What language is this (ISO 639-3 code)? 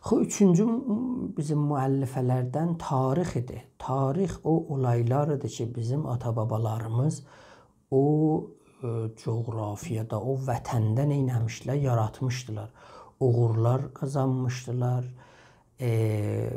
azb